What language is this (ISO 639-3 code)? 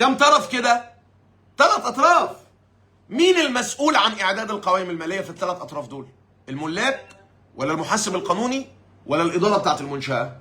arz